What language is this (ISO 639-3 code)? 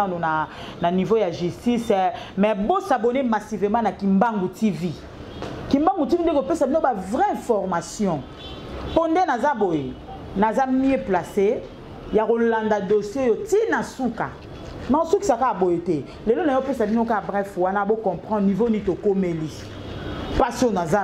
lin